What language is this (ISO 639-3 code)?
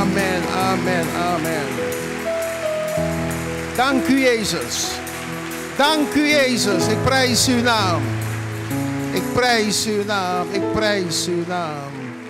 nld